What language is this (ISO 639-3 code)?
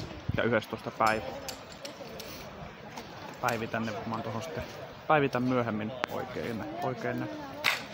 fin